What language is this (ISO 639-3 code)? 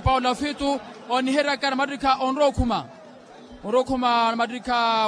vmw